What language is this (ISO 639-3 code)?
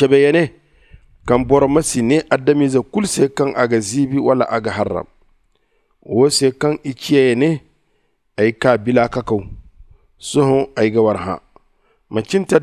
dje